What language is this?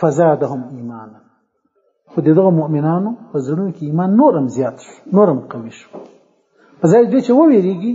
Pashto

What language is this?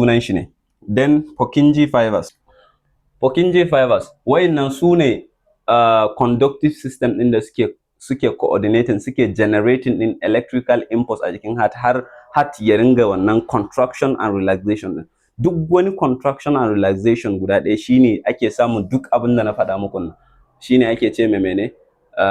Hausa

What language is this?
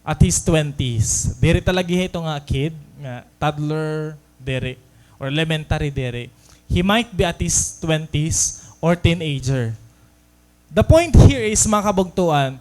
Waray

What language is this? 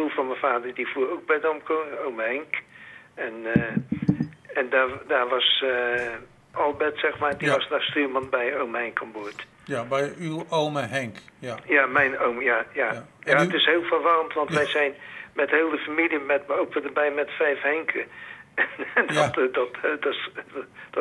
Dutch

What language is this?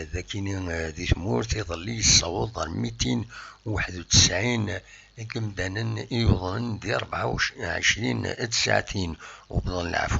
Kabyle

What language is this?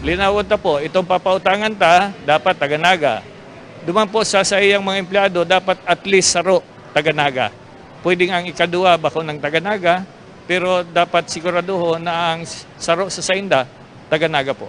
Bikol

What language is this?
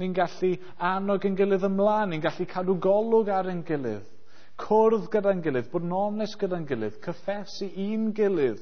Welsh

